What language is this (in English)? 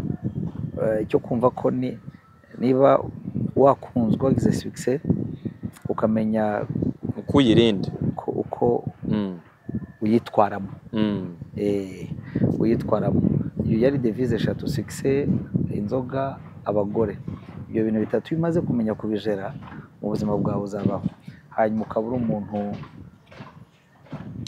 Kinyarwanda